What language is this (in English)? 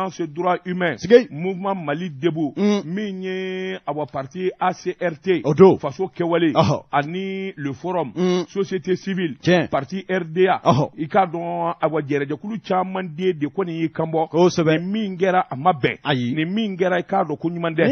Bambara